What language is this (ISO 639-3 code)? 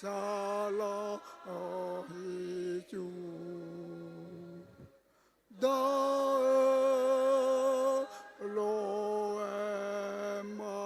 ahk